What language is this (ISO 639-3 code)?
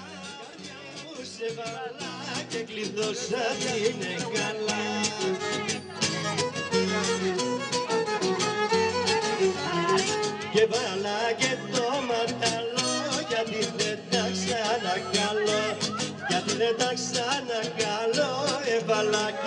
ell